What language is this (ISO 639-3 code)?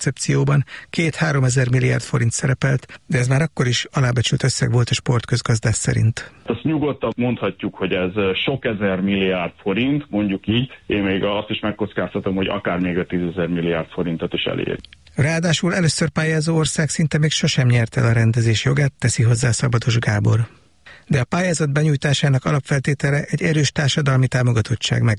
hun